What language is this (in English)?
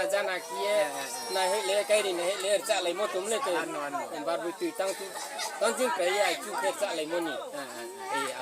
Riang (India)